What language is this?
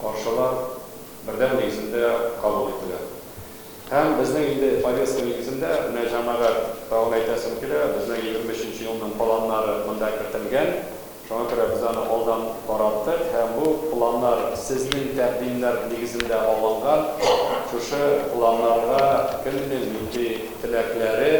Tatar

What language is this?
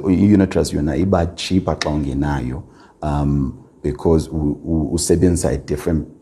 Xhosa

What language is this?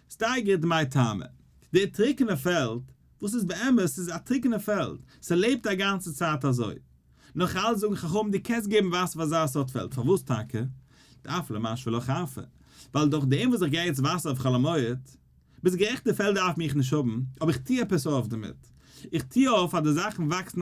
Yiddish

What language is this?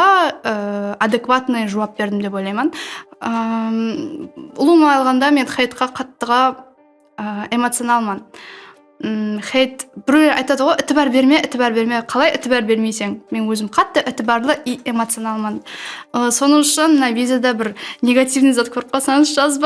Kara-Kalpak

